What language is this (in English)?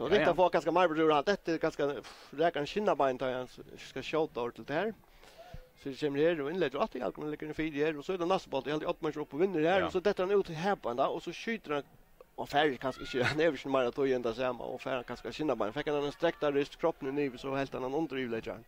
Faroese